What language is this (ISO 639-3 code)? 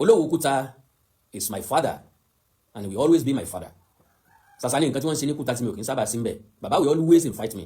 yor